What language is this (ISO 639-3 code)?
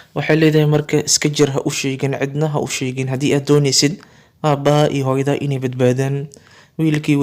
som